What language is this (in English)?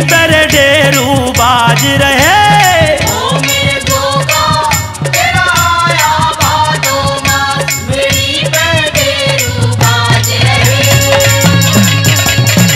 Hindi